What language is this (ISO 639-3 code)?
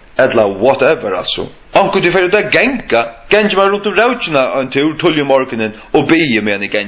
fao